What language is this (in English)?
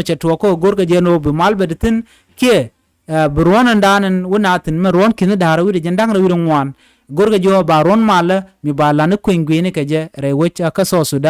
Nuer